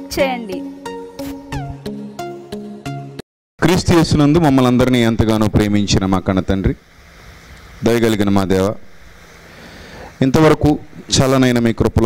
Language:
Telugu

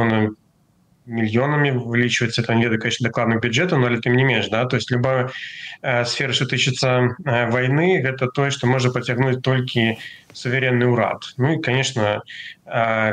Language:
Belarusian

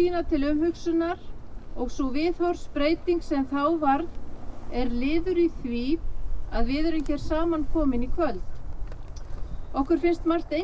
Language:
Icelandic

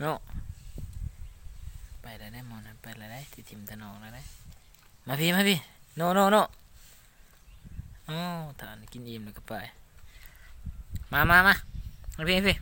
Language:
Lao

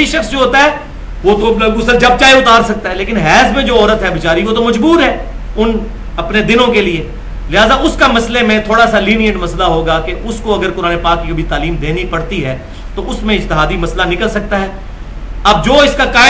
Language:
Urdu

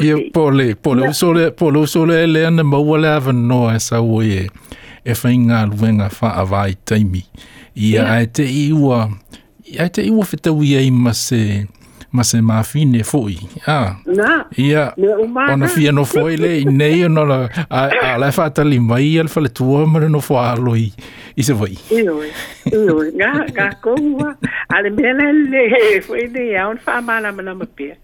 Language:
Samoan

